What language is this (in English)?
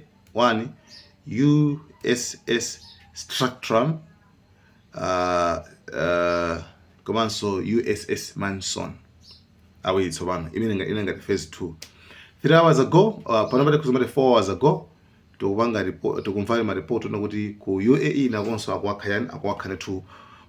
Nyanja